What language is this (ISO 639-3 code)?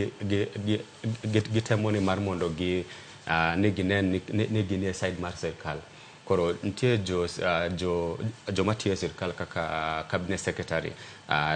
luo